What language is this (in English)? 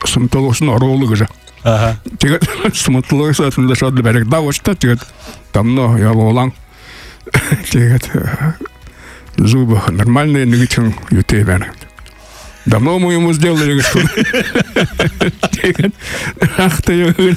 Buriat